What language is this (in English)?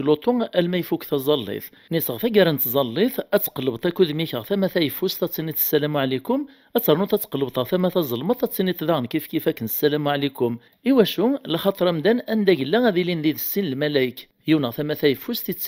Kabyle